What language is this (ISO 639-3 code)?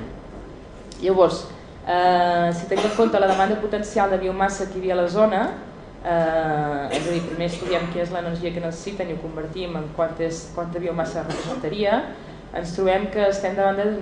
cat